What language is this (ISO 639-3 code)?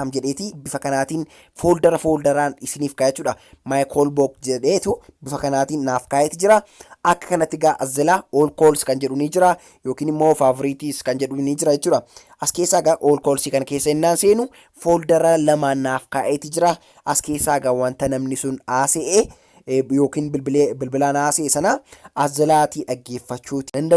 orm